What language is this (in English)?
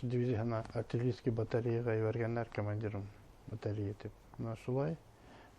Bashkir